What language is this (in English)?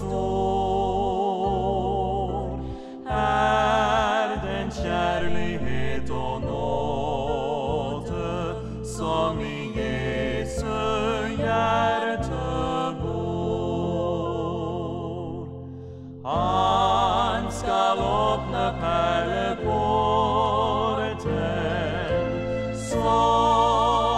Norwegian